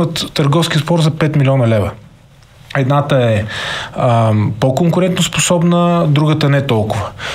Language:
Bulgarian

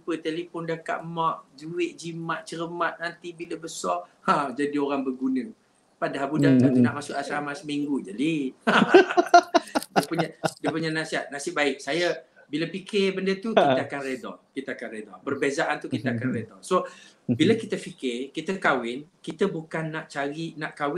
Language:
Malay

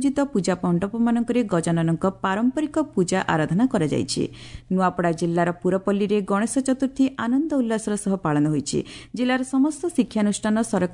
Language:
Odia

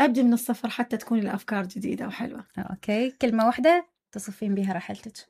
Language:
Mesopotamian Arabic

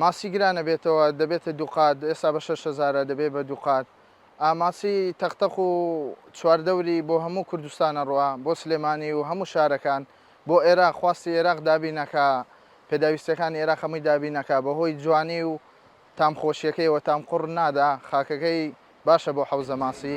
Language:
Central Kurdish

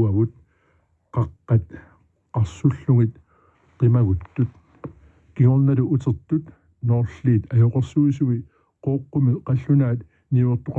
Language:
Kalaallisut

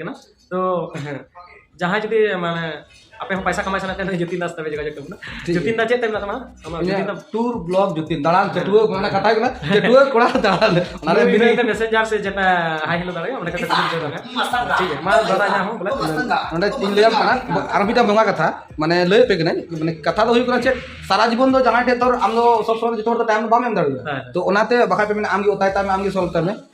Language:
Santali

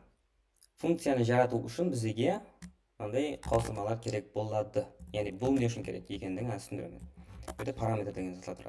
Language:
Kara-Kalpak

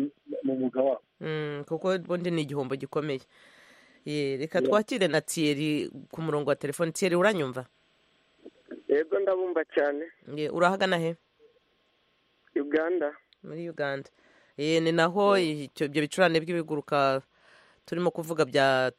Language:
Kinyarwanda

